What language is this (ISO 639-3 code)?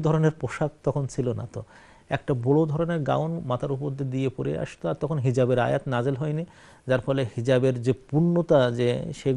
ben